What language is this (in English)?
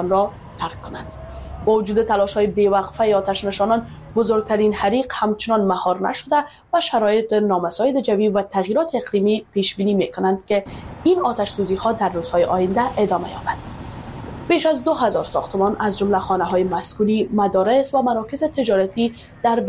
Persian